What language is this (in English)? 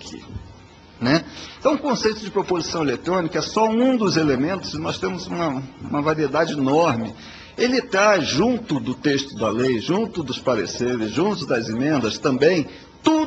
Portuguese